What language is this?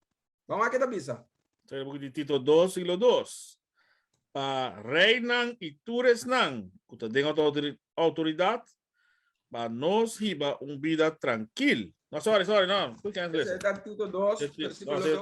Papiamento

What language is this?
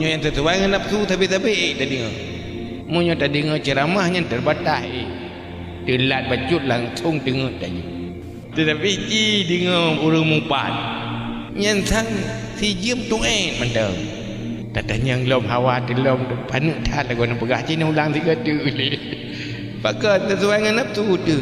Achinese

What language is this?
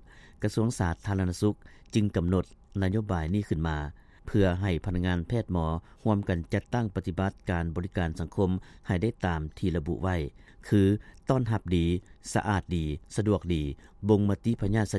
Lao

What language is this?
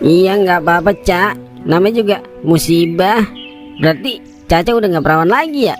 Betawi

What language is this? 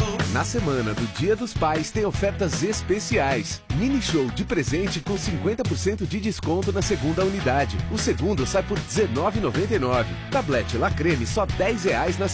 Portuguese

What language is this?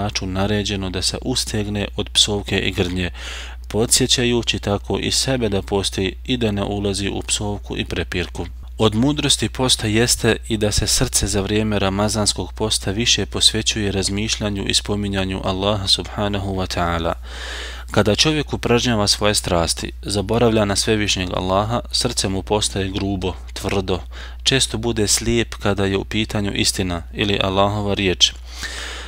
Bosnian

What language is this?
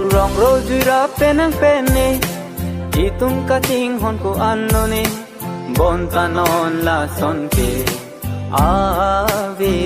Karbi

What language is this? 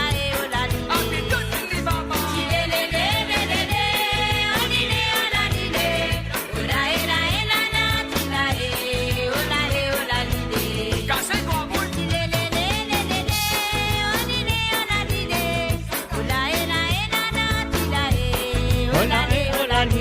Morisyen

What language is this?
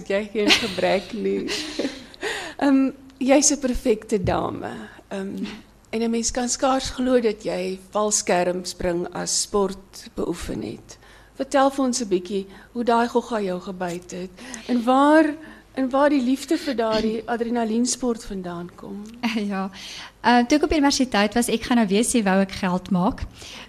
Afrikaans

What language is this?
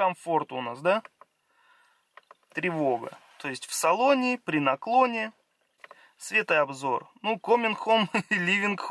Russian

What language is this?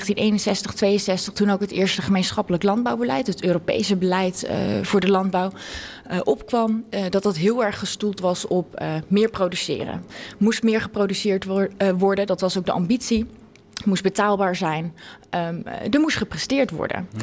Dutch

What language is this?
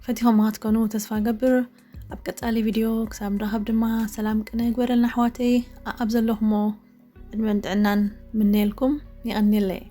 Tigrinya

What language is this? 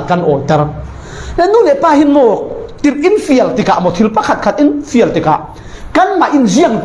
Falam Chin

